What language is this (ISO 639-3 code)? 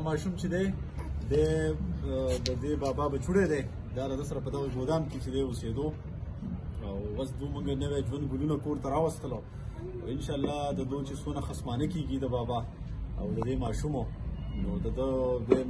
pus